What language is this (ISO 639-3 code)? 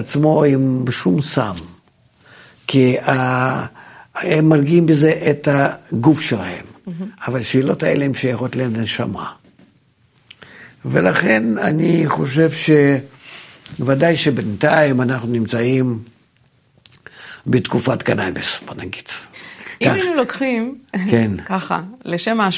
heb